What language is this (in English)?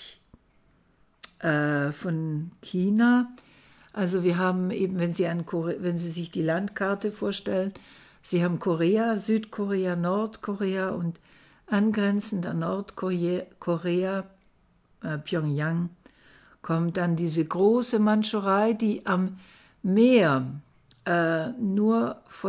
German